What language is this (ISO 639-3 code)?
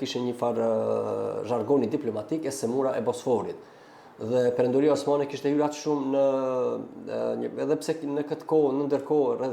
sqi